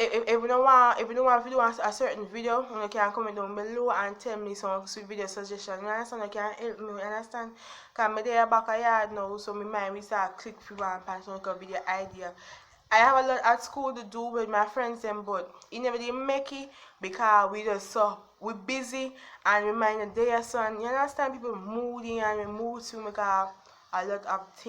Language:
Jamaican Creole English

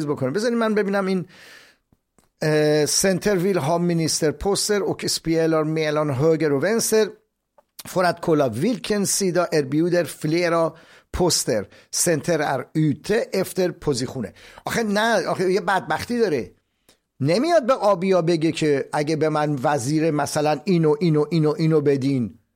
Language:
Persian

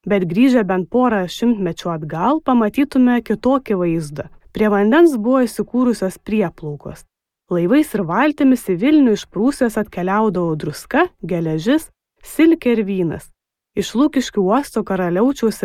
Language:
Lithuanian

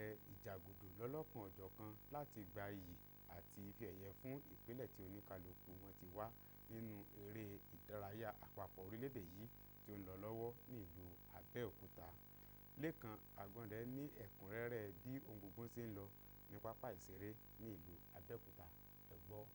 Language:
Yoruba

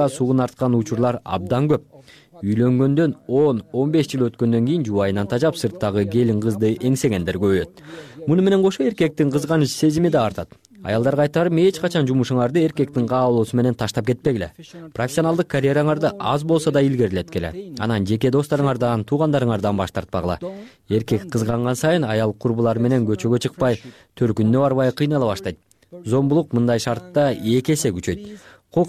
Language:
Kyrgyz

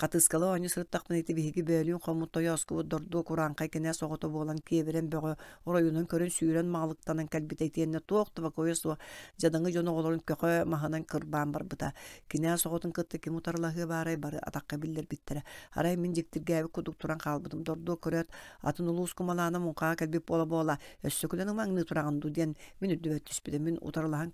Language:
Yakut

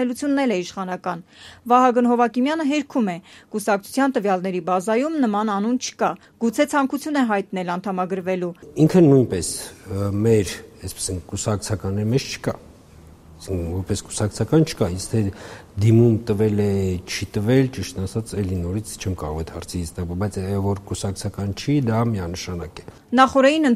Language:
Armenian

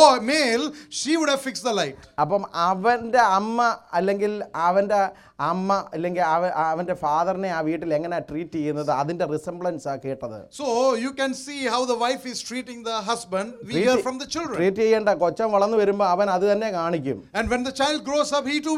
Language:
Malayalam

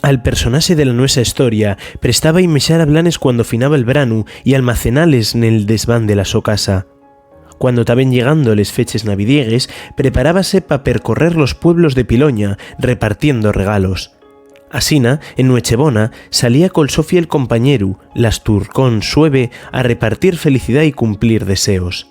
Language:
Asturian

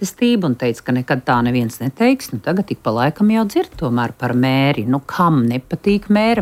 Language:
Latvian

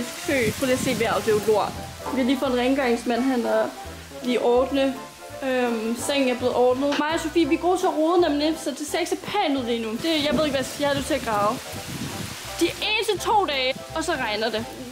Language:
Danish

